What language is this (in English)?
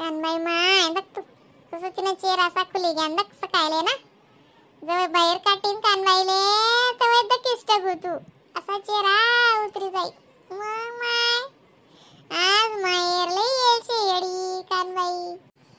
Khandesi